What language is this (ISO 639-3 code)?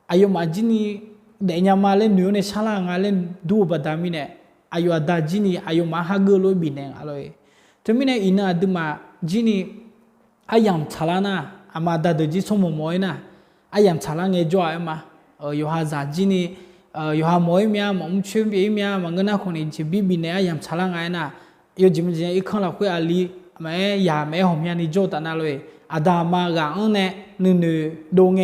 ahk